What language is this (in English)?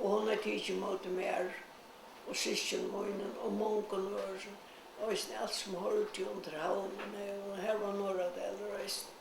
Faroese